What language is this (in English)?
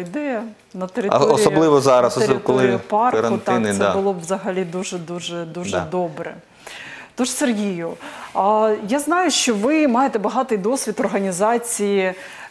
Ukrainian